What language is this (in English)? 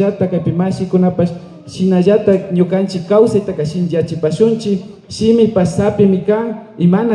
Imbabura Highland Quichua